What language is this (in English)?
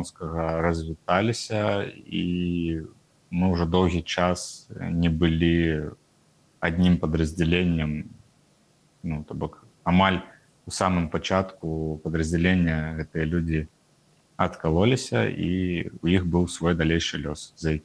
Belarusian